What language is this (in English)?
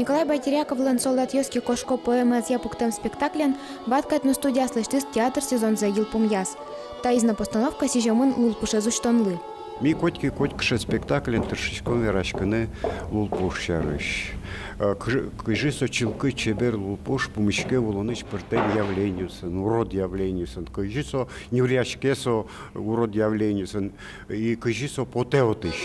Udmurt